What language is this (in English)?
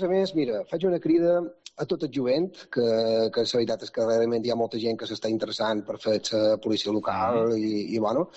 Catalan